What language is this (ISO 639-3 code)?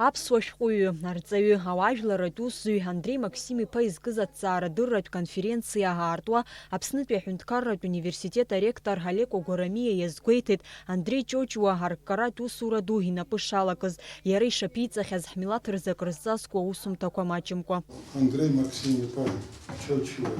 abk